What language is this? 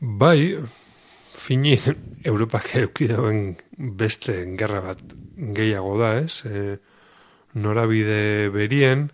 Basque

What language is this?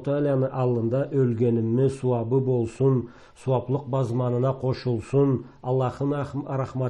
Karachay-Balkar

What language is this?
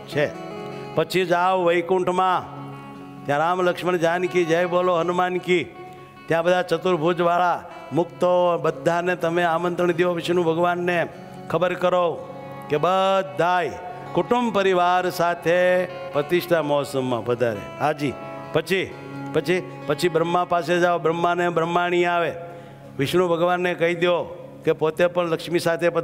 Gujarati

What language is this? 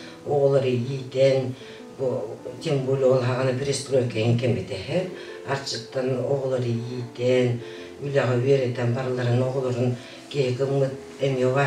Yakut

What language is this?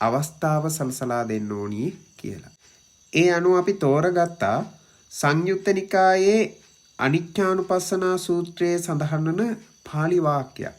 Sinhala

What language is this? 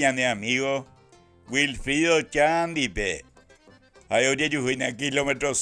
Guarani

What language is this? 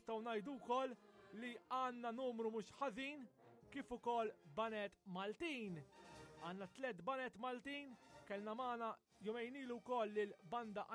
Maltese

